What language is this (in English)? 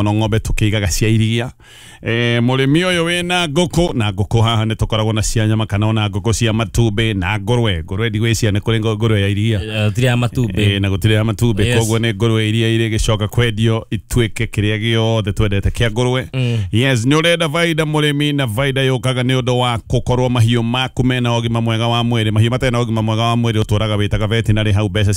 Kikuyu